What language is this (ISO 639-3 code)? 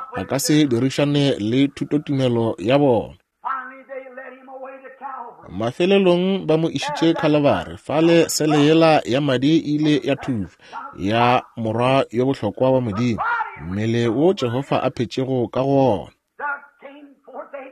nso